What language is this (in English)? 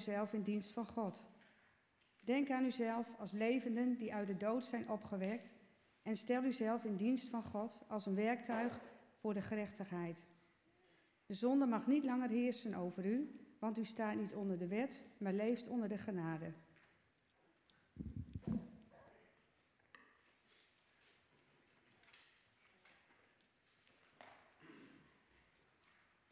Dutch